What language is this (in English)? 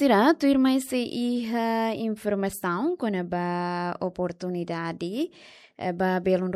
Tetum